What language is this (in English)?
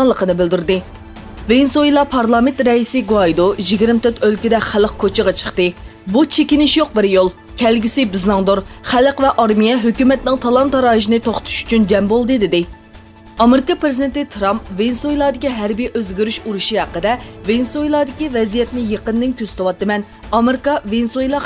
Uyghur